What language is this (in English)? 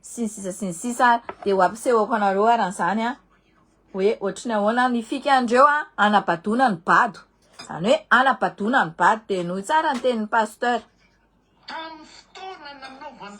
Malagasy